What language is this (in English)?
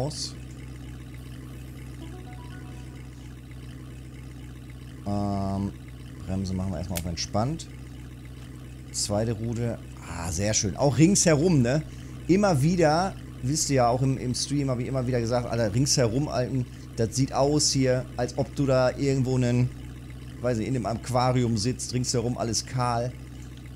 German